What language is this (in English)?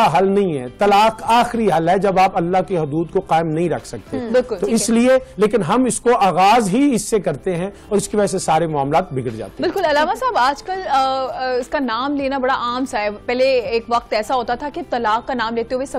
Urdu